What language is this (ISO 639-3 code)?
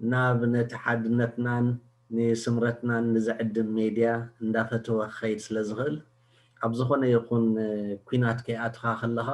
tir